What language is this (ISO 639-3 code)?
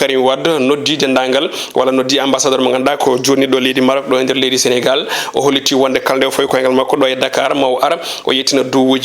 ful